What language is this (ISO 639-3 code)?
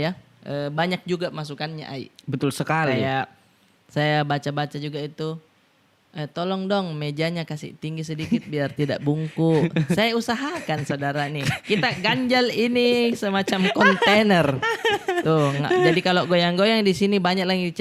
mfp